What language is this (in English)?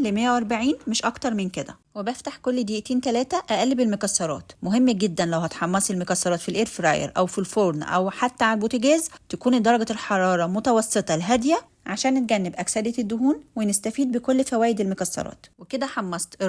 Egyptian Arabic